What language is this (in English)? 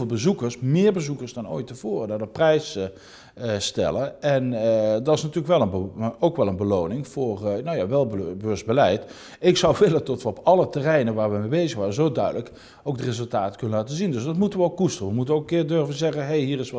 Dutch